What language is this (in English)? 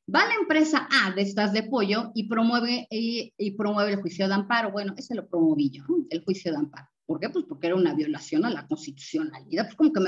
Spanish